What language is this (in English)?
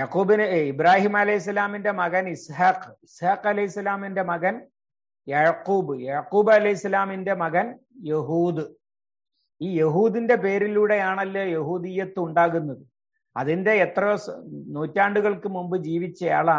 Malayalam